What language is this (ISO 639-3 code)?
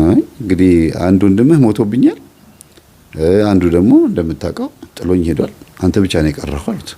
amh